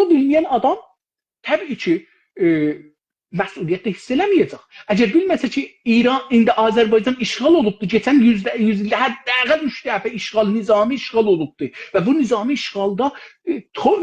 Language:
South Azerbaijani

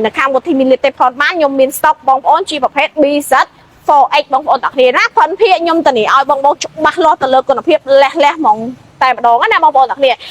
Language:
Khmer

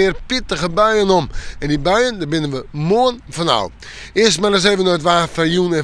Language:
Western Frisian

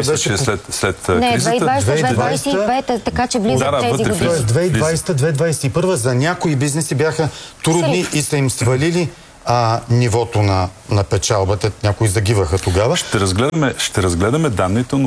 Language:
Bulgarian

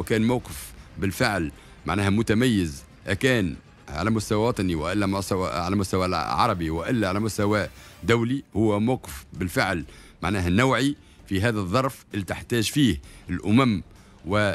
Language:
Tunisian Arabic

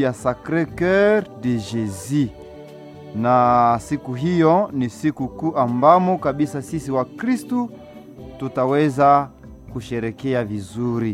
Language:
Swahili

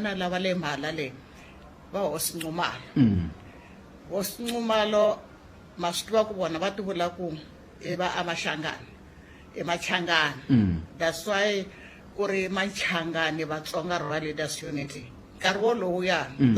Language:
Tsonga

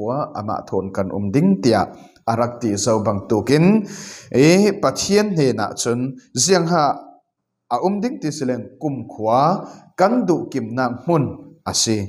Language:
Falam Chin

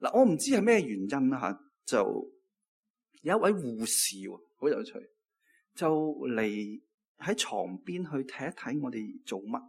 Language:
Cantonese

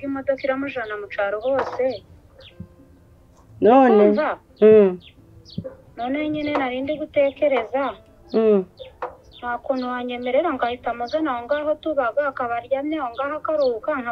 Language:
Kinyarwanda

